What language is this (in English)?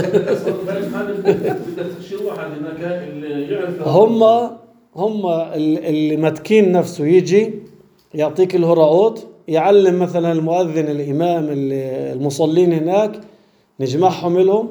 North Levantine Arabic